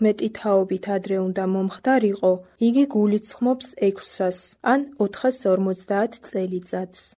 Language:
Georgian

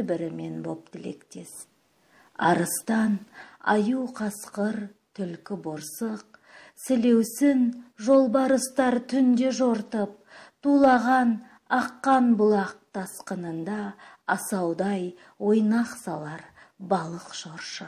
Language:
Kazakh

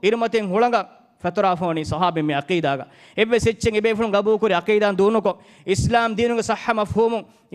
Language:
Divehi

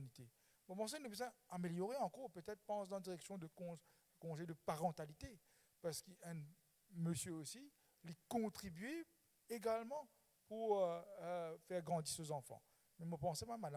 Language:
Morisyen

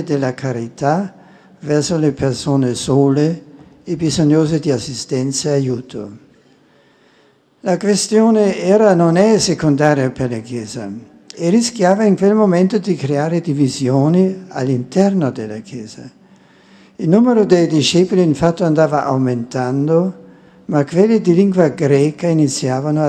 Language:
Italian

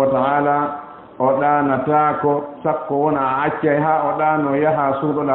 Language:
Fula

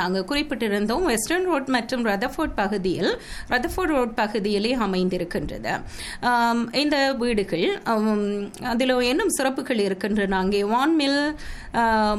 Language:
Tamil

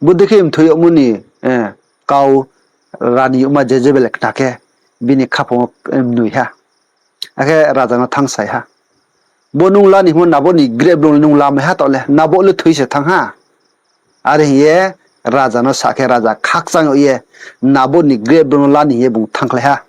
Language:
Riang (India)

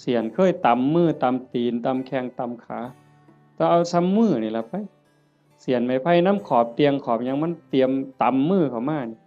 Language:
Northeastern Thai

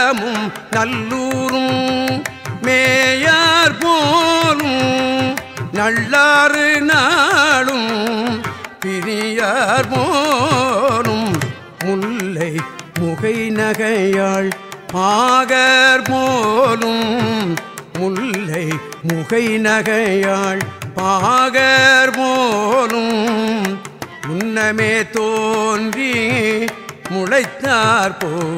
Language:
Tamil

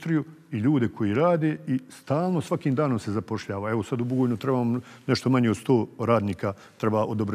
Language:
Bosnian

